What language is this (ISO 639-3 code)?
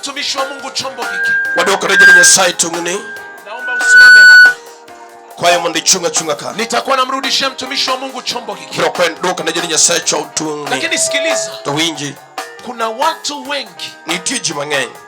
luo